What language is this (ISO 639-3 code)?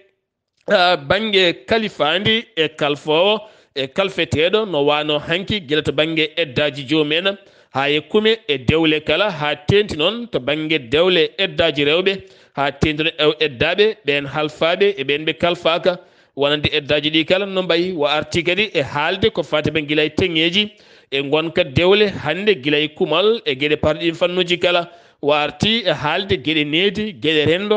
ful